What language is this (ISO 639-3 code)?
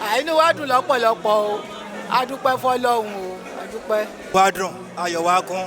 yor